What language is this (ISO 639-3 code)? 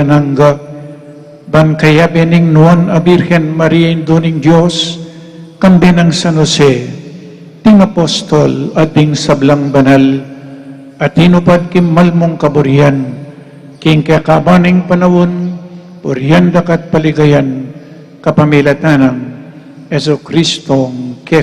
pam